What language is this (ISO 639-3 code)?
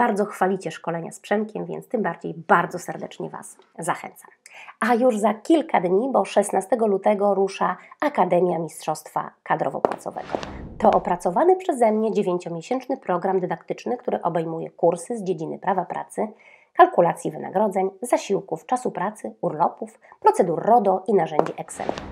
pol